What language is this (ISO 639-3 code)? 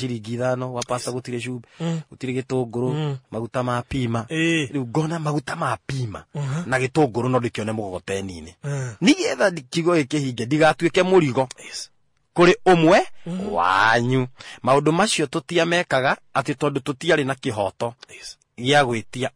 kik